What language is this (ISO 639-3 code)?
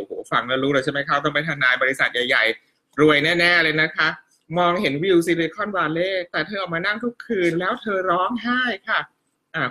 tha